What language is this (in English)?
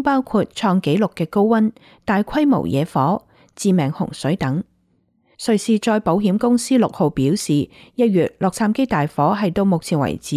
Cantonese